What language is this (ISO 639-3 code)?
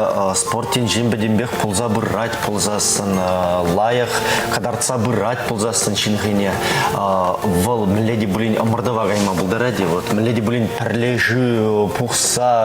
chv